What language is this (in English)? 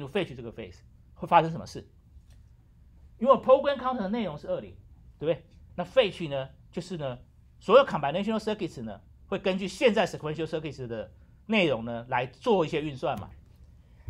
Chinese